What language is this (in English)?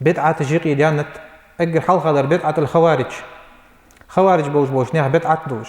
Ingush